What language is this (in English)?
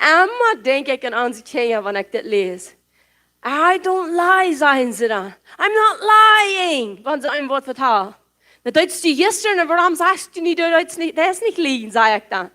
Plautdietsch